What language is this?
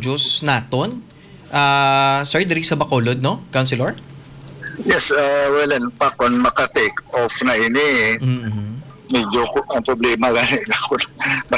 Hiligaynon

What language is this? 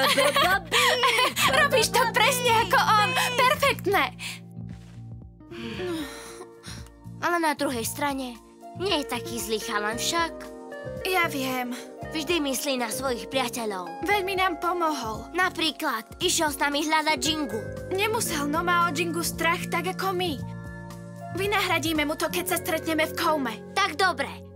Slovak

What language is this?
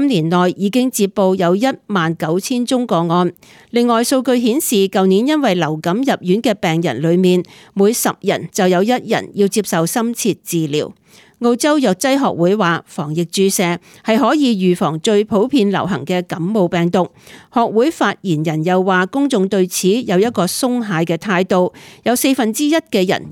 Cantonese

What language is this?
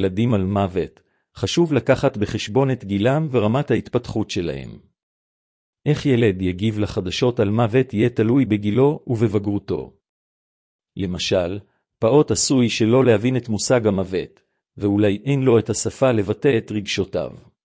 Hebrew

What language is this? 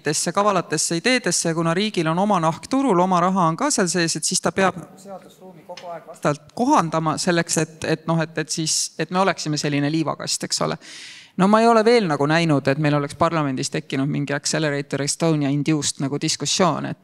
Estonian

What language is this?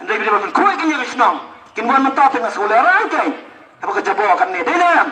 Khasi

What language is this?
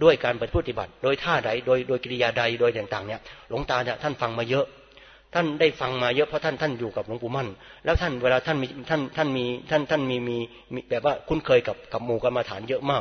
Thai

